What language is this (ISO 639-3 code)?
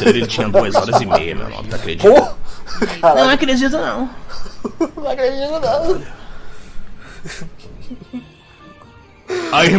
por